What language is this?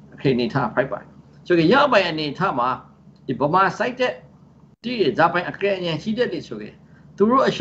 Burmese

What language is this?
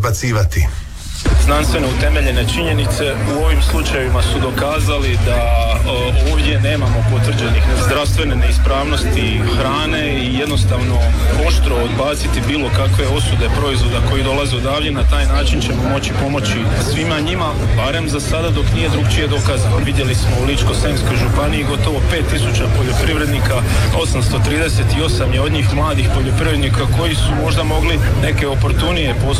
Croatian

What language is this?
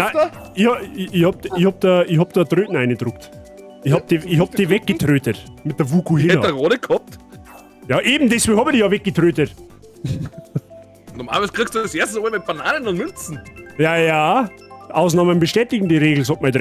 Bavarian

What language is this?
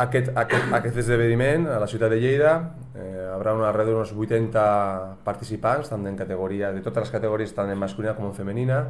Catalan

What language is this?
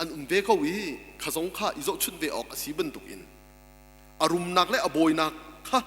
Hakha Chin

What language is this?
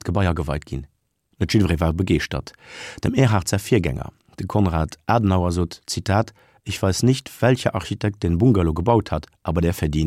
Luxembourgish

